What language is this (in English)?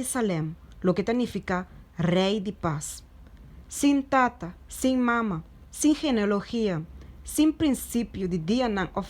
Papiamento